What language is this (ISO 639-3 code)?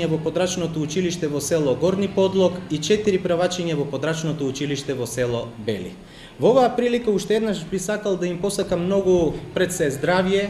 mkd